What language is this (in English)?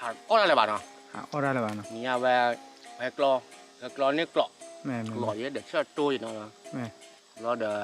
S'gaw Karen